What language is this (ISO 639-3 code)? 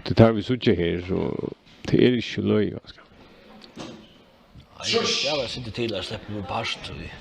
fao